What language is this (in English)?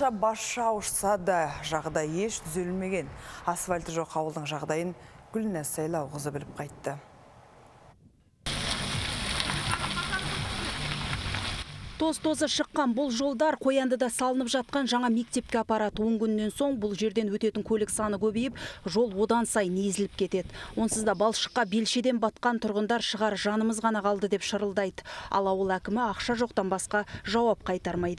Kazakh